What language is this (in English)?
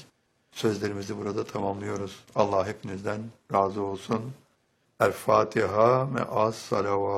Turkish